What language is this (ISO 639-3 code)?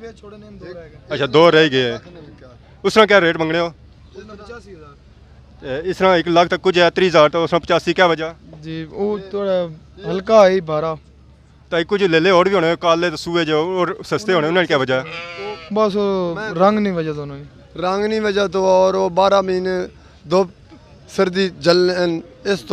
phr